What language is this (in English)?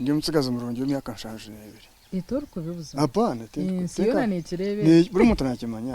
Nyankole